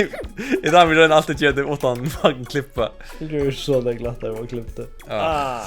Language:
Faroese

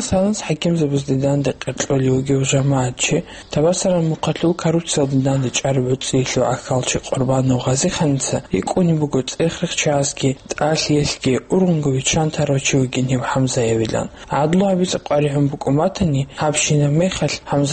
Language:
Avaric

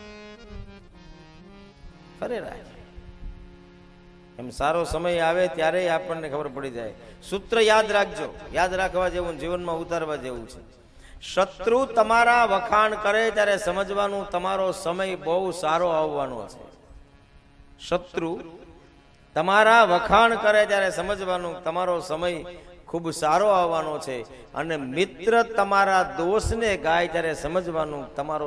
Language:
Gujarati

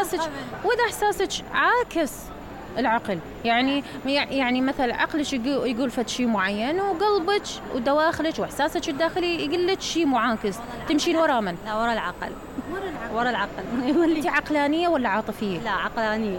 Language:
Mesopotamian Arabic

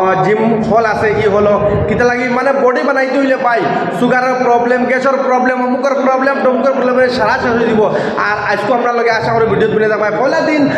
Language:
Sylheti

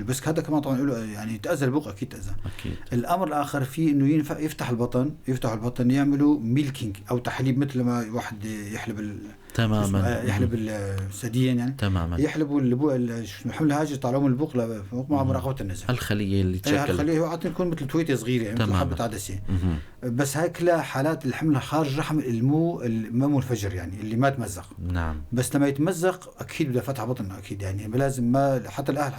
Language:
North Levantine Arabic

